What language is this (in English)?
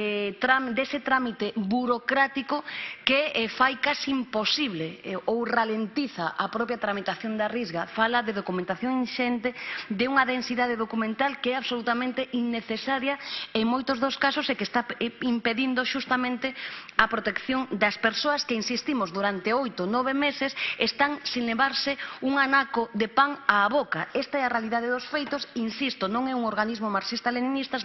Galician